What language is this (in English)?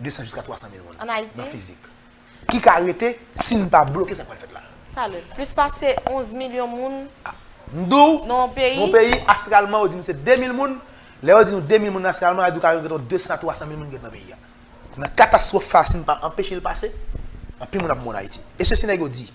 Haitian Creole